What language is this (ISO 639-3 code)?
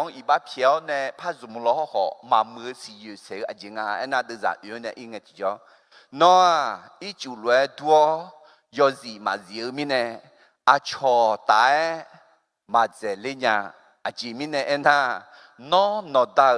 ahk